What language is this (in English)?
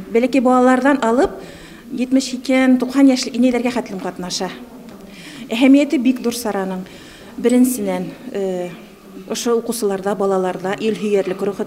Bashkir